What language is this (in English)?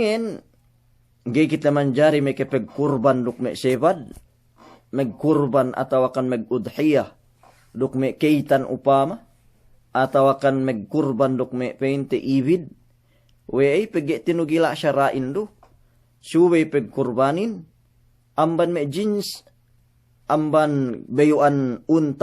Yakan